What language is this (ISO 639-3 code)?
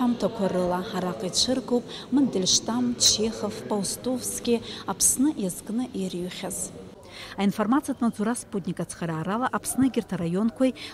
abk